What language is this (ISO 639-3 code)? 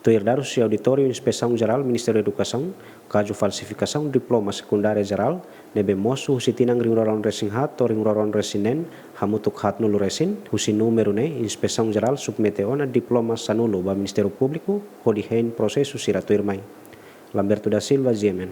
tet